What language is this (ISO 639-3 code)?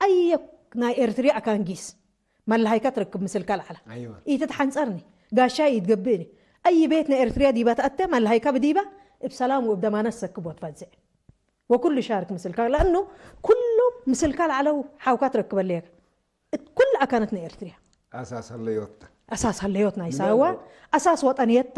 tig